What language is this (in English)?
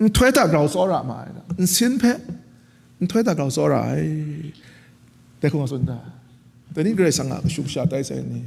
Kachin